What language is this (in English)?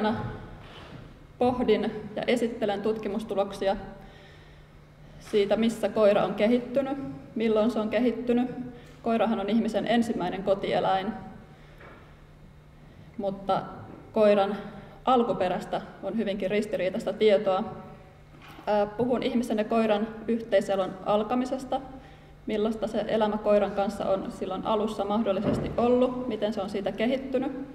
Finnish